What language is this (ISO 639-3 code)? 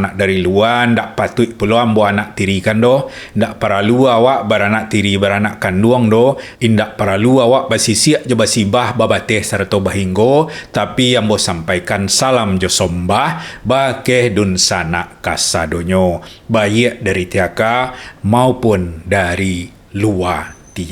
min